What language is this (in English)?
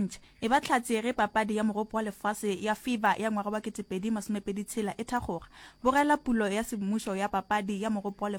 Northern Sotho